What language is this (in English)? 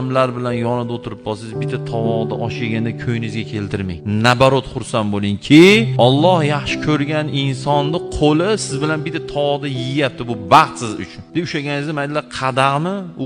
Uzbek